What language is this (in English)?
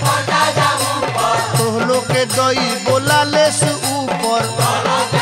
Bhojpuri